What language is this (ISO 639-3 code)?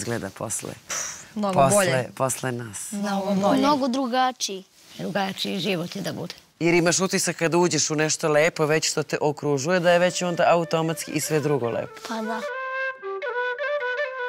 srp